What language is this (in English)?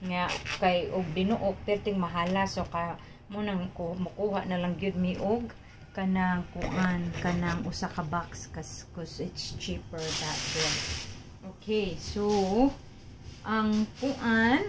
Cebuano